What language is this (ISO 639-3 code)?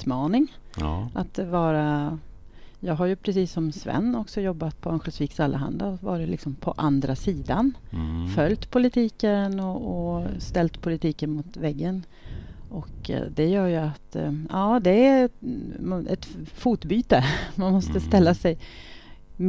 swe